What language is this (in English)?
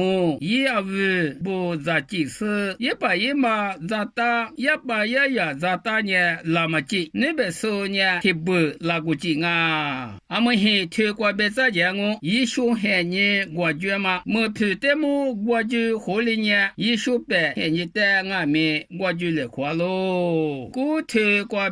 Lisu